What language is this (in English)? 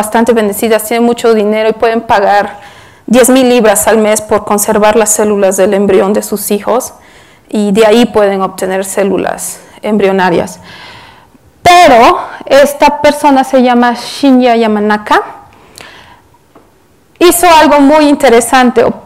Spanish